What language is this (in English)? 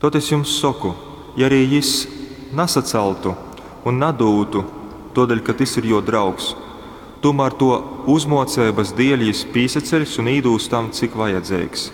Latgalian